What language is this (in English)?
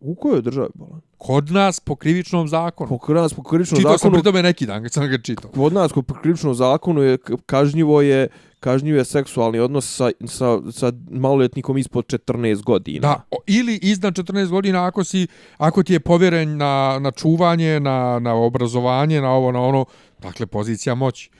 Bosnian